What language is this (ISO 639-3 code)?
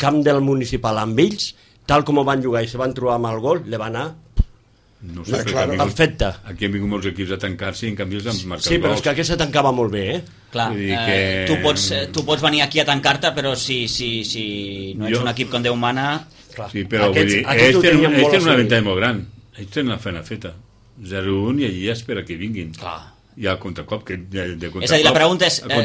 cat